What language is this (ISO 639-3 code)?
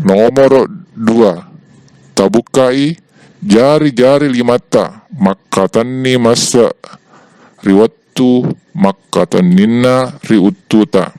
bug